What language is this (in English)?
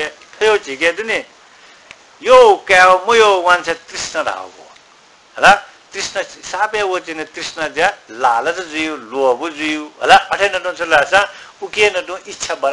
Newari